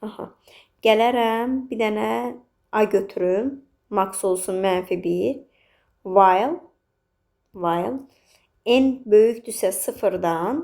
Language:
Azerbaijani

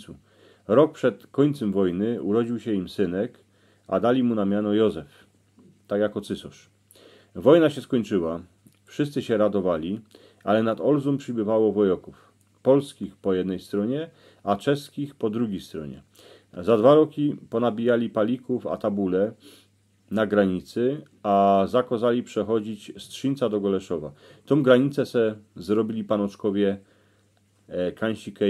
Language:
Silesian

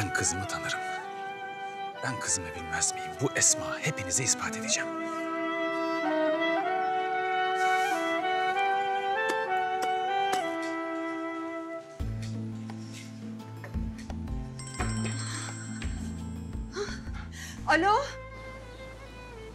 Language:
Turkish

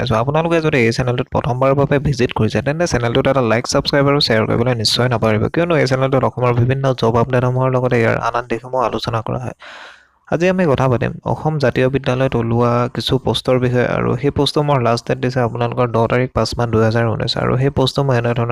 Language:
Assamese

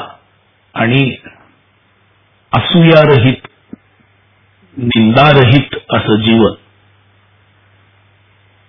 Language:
Marathi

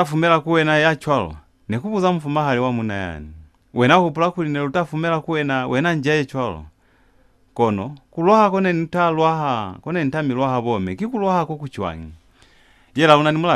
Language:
Lozi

